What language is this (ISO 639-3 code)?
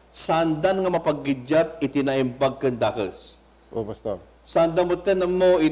ilo